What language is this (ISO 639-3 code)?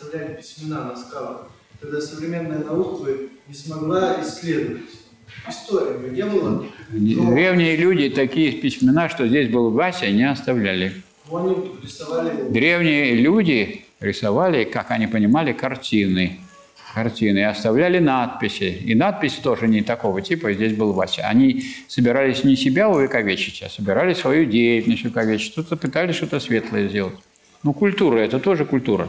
rus